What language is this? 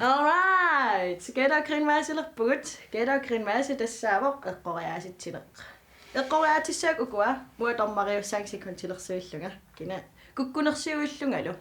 Kalaallisut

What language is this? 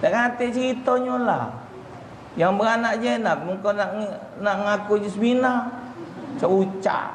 Musi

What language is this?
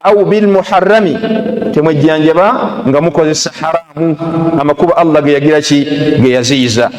Ganda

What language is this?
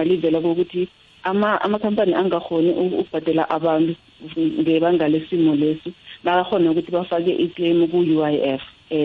South Ndebele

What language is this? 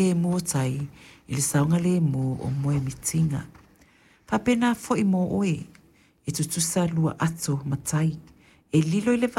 Samoan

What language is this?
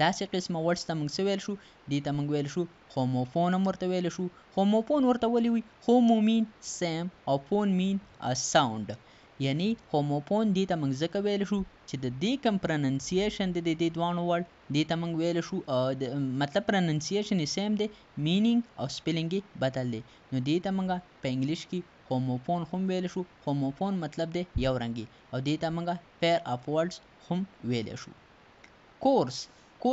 Pashto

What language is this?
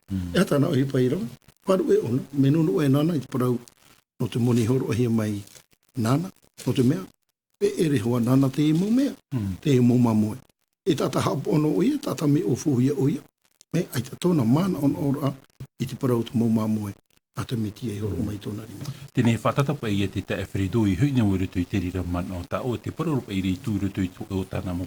Tahitian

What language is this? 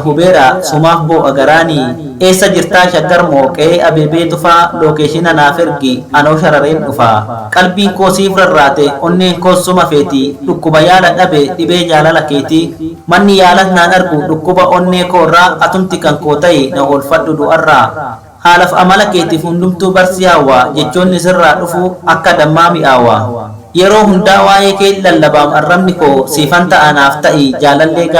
Oromo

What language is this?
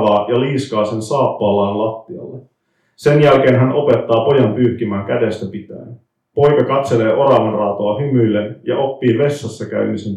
Finnish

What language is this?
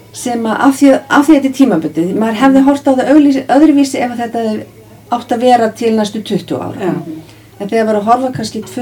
Icelandic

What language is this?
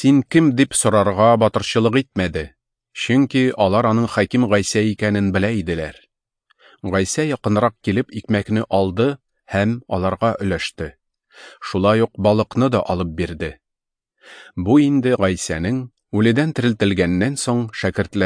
Tatar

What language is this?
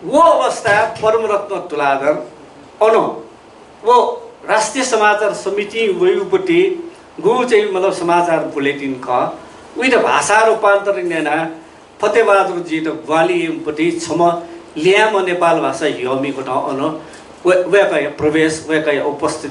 Newari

